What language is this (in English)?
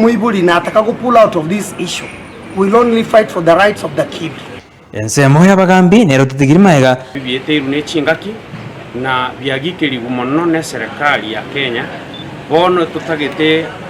Gusii